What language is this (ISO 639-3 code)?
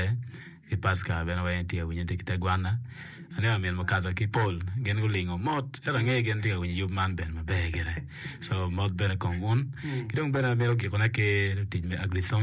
ach